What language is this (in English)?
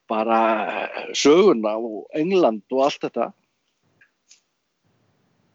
Icelandic